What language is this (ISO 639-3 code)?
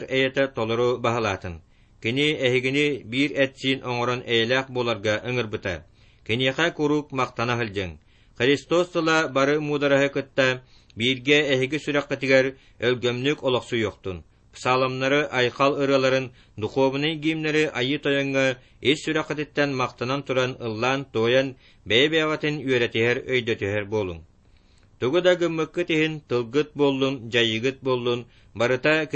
sah